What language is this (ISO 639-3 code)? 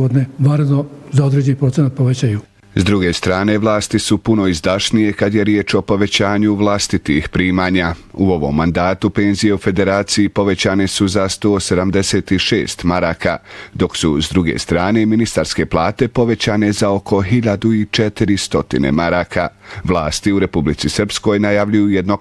bos